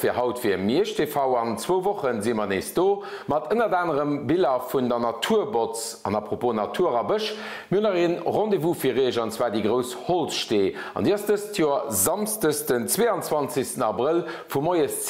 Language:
Luxembourgish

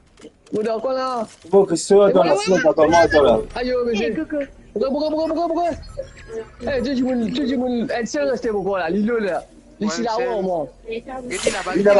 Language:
Morisyen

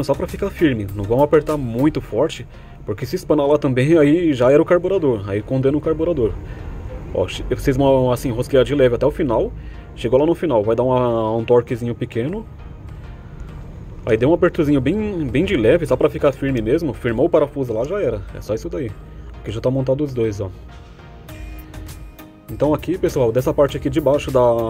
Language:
Portuguese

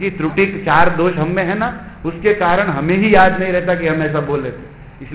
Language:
Hindi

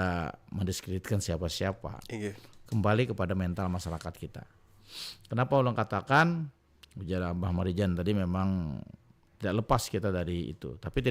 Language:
Banjar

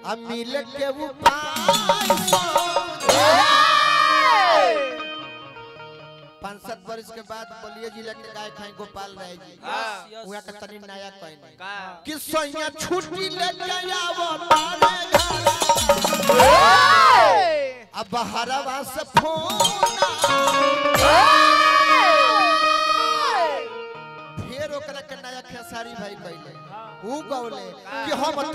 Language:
Bhojpuri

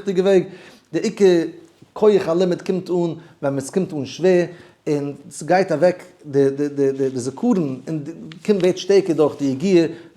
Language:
Yiddish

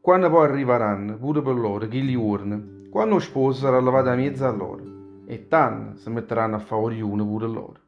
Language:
Neapolitan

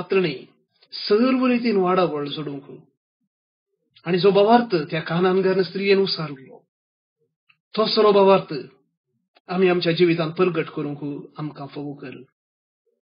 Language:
Konkani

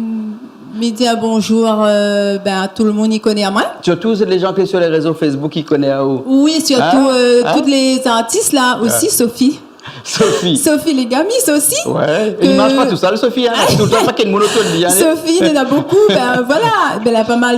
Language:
Réunion Creole French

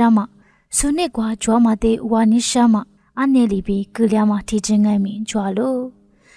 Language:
Lisu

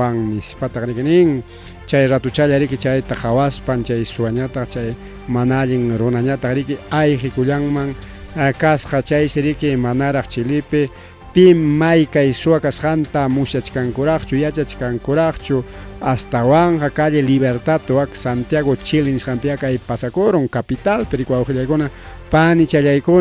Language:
Ayacucho Quechua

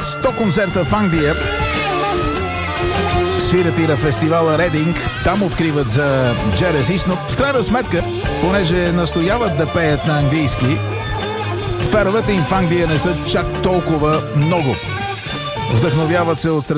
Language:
Bulgarian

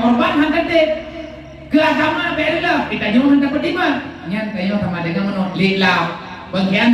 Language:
Achinese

